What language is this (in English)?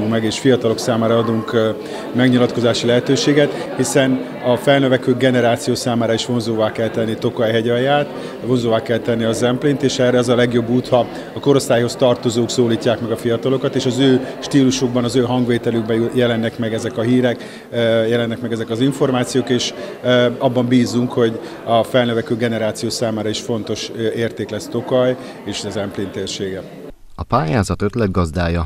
Hungarian